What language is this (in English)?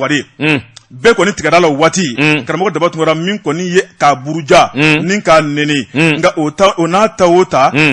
Bambara